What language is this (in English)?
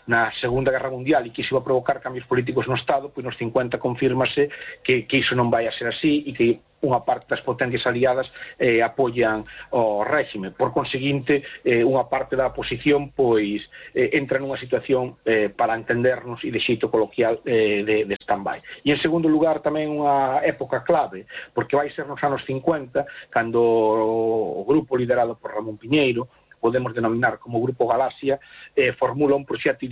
Galician